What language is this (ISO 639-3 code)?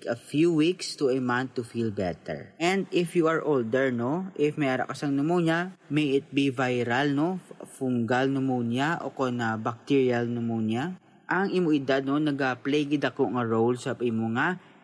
hil